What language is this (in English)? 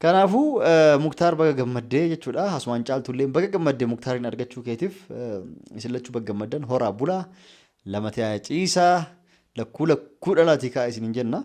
Oromo